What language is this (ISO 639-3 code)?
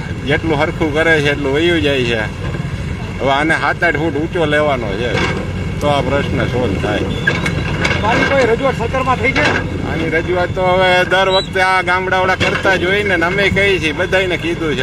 guj